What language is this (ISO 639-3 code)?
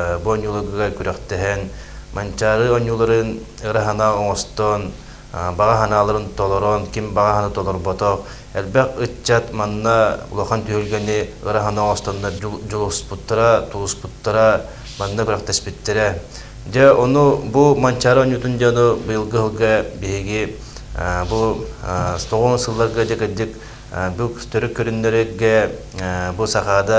sah